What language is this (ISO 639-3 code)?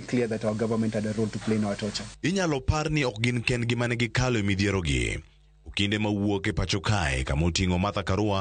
luo